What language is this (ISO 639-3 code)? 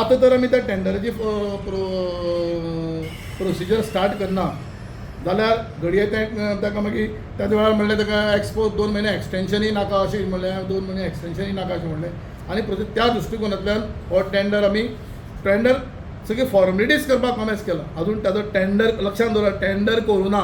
kok